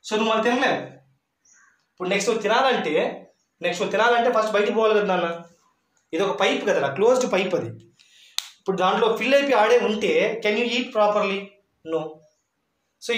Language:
Telugu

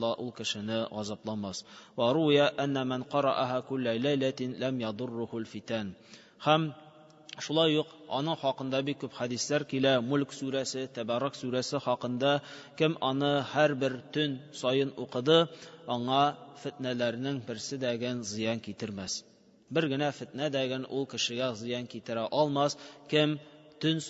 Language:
Tatar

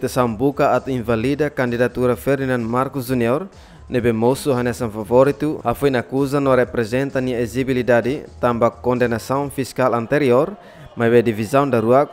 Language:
Tetum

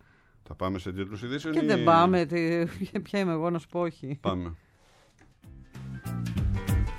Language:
Greek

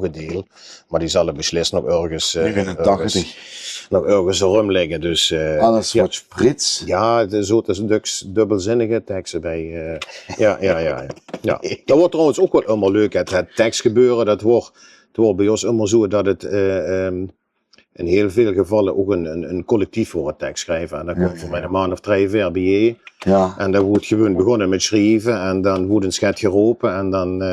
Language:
Limburgish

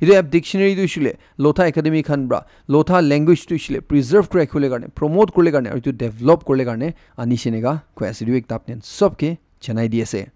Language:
Naga Pidgin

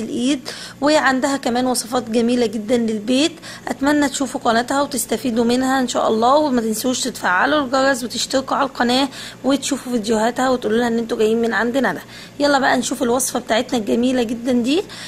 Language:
Egyptian Arabic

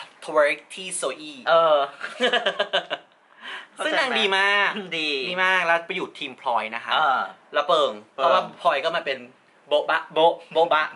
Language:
Thai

